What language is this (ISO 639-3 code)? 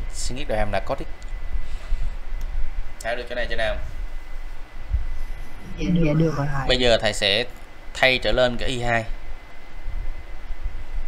vie